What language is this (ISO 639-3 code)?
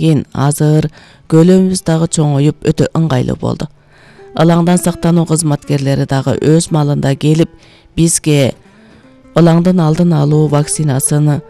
kir